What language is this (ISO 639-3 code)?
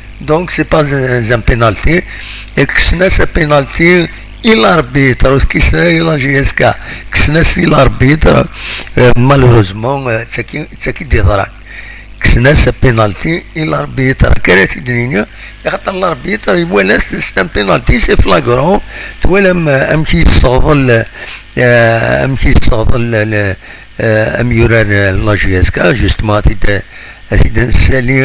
kab